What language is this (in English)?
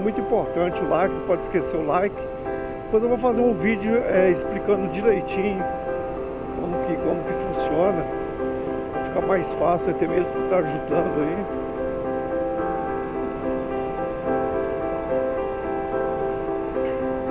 Portuguese